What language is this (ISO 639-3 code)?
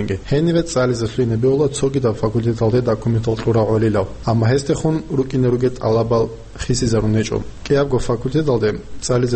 ava